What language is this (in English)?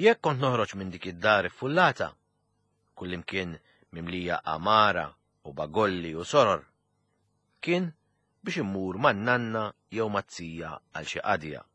Maltese